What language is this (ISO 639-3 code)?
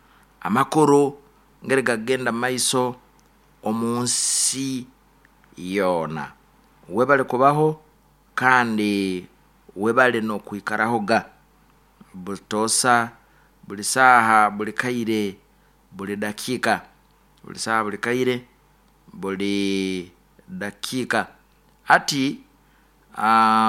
nyo